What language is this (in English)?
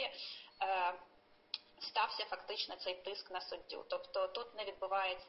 Ukrainian